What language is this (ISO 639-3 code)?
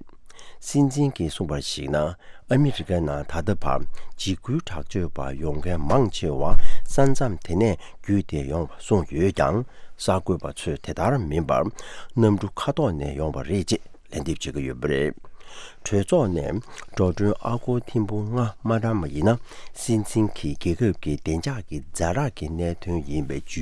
bod